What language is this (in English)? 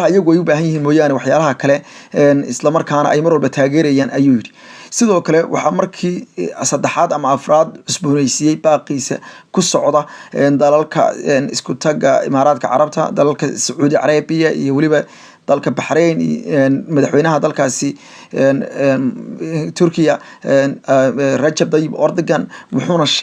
Somali